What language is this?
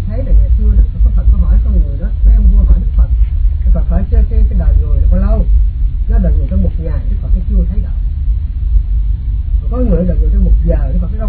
Vietnamese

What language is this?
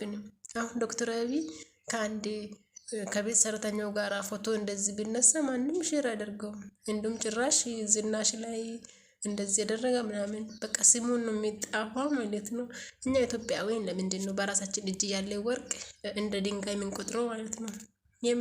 Amharic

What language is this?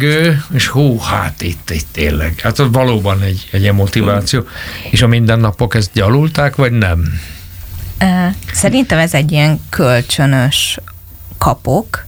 Hungarian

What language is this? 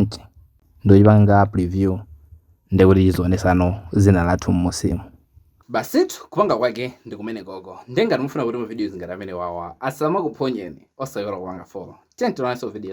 Nyanja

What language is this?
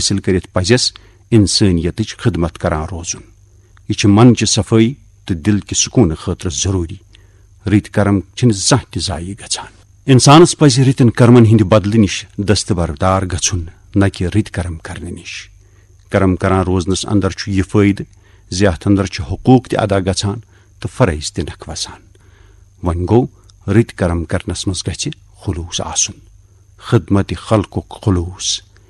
Kashmiri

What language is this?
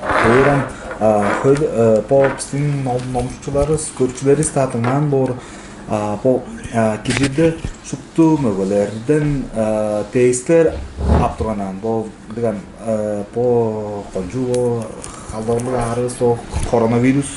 Tuvinian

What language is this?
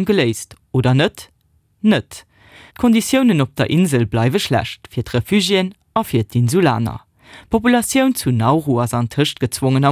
Luxembourgish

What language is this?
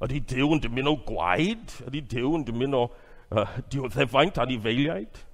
Welsh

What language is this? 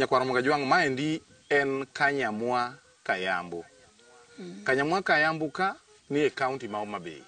Luo (Kenya and Tanzania)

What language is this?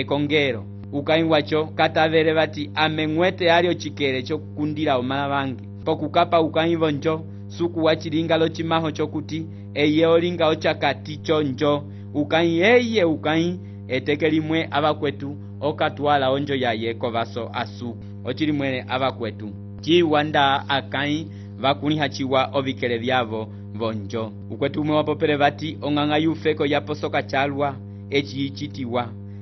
Umbundu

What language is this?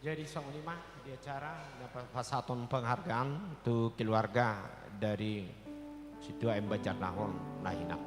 Batak Toba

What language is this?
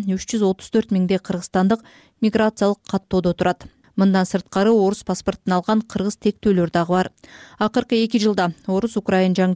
Kyrgyz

